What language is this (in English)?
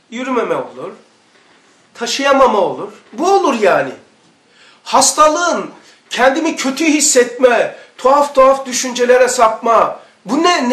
Turkish